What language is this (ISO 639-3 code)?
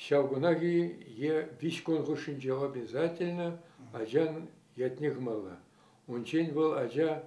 chv